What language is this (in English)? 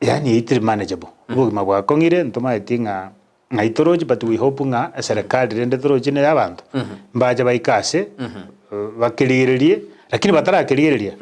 Gusii